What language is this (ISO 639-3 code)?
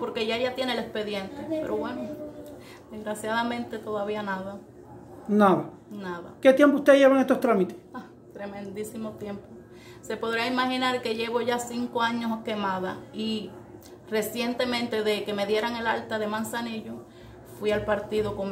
spa